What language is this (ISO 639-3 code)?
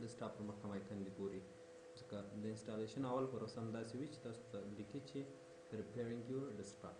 pus